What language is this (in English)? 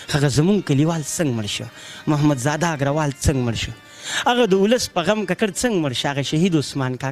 Pashto